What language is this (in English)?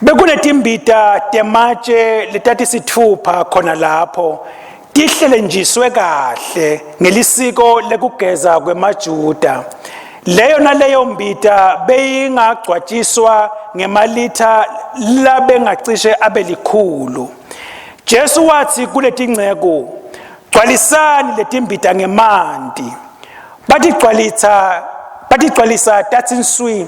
Swati